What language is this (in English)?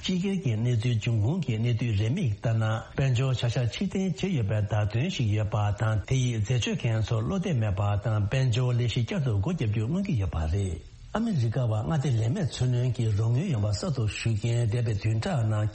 Tibetan